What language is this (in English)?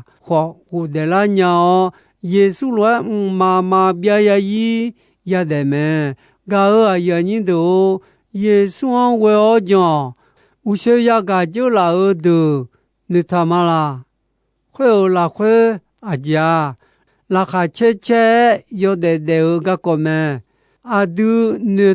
Akha